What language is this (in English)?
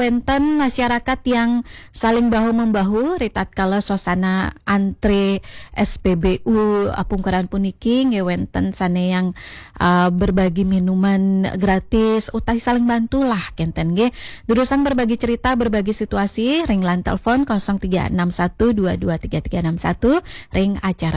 Balinese